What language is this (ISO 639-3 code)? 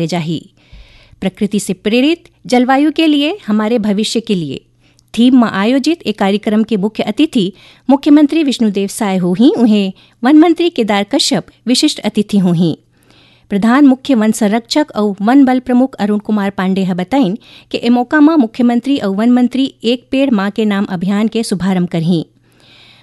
hne